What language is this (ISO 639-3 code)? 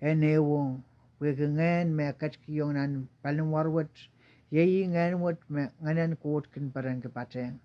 pon